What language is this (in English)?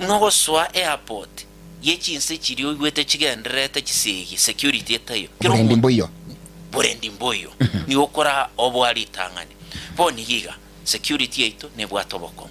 Gusii